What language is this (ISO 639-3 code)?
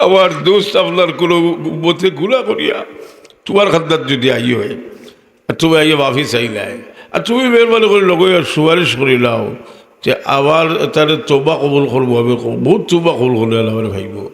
syl